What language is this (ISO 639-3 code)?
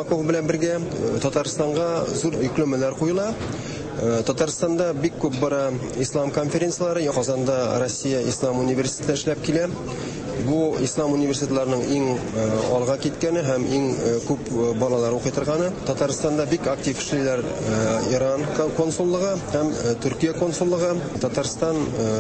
tat